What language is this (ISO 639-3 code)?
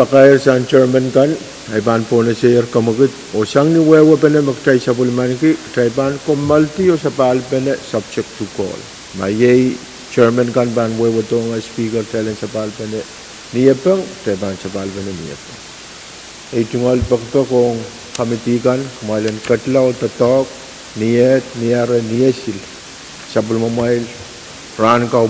pon